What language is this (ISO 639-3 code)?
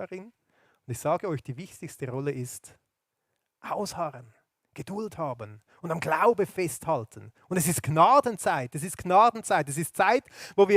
gsw